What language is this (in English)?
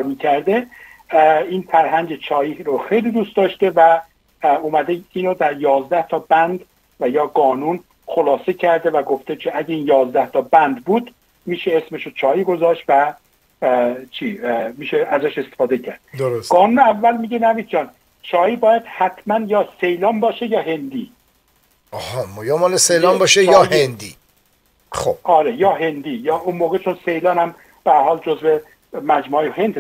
Persian